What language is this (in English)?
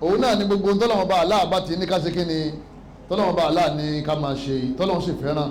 Yoruba